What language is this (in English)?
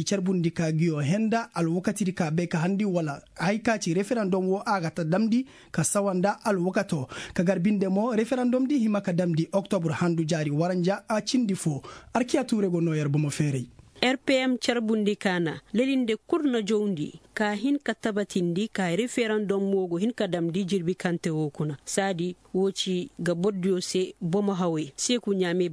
Koyraboro Senni